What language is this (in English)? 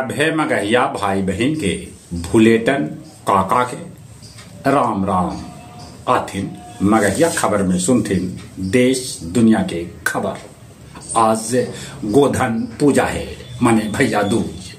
Magahi